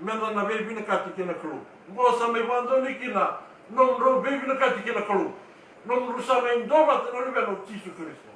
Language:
Fijian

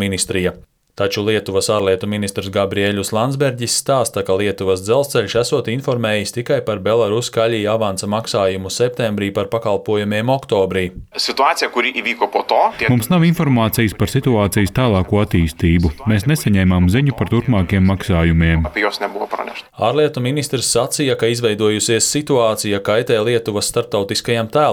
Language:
Latvian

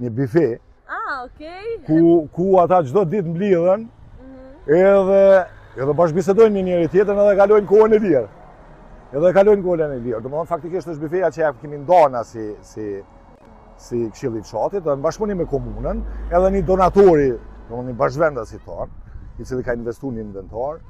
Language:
Albanian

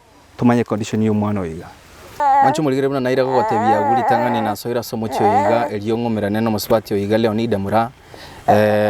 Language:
Gusii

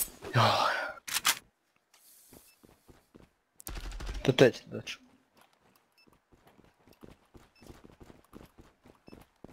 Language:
Croatian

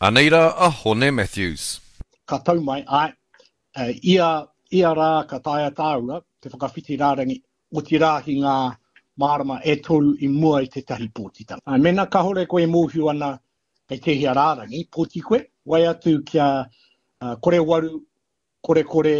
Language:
Māori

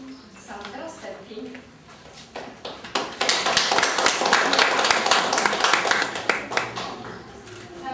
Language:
Polish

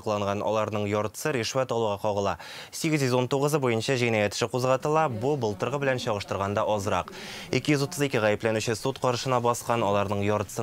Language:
Tatar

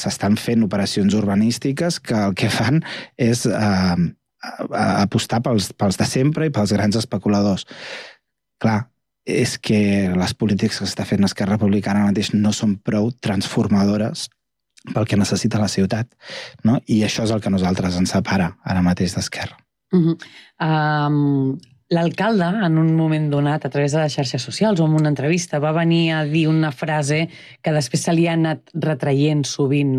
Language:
Catalan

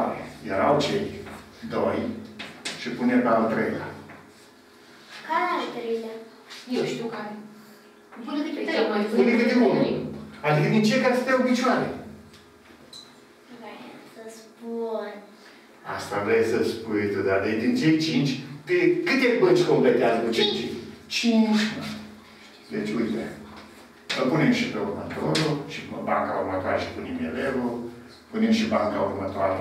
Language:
Romanian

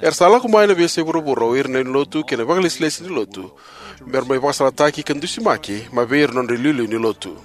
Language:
Fijian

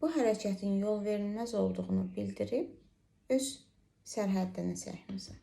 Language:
Azerbaijani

